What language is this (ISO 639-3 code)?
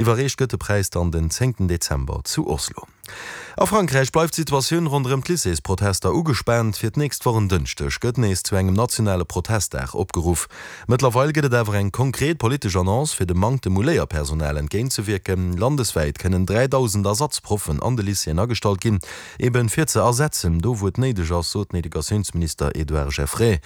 ltz